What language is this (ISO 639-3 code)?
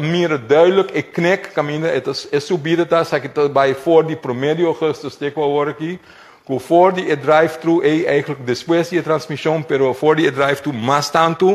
pap